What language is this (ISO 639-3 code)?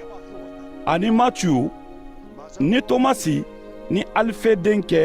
man